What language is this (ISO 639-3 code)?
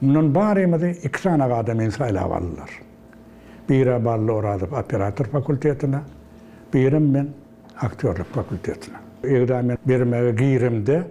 tuk